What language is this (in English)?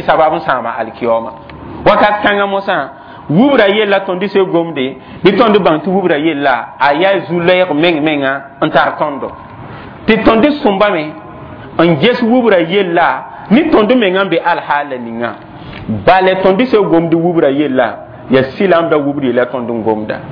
Mossi